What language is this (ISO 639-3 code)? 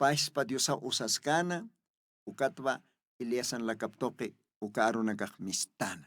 aym